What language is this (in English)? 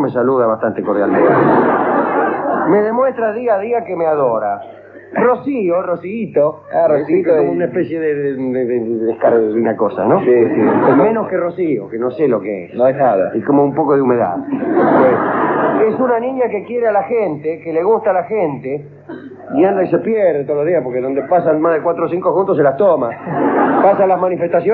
Spanish